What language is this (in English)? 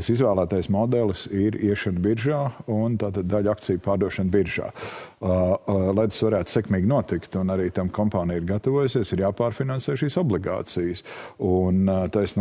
Latvian